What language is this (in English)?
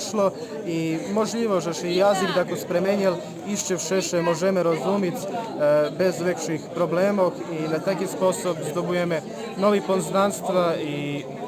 Rusyn